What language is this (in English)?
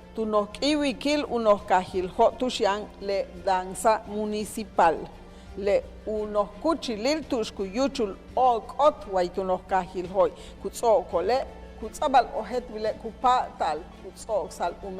Yucateco